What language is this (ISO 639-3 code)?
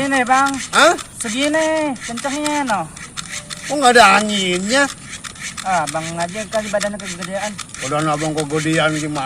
bew